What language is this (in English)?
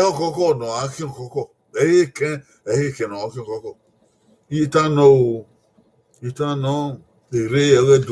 Bini